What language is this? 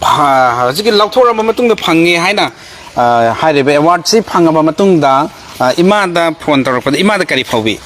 Manipuri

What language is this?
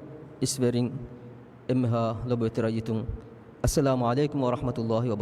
Divehi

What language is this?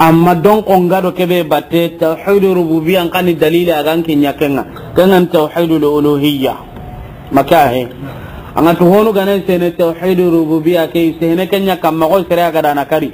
Soninke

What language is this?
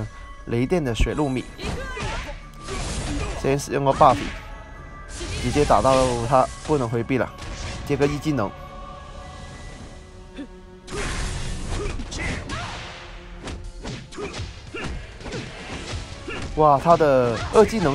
Chinese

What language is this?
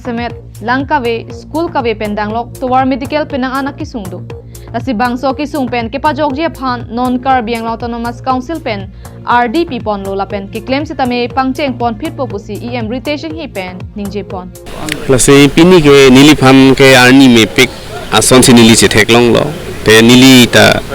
Karbi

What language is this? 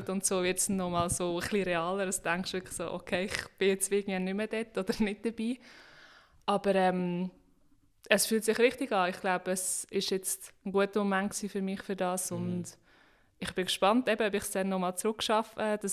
Swiss German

